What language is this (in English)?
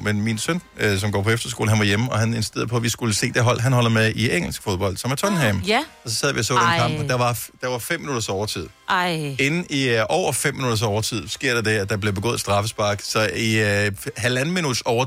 Danish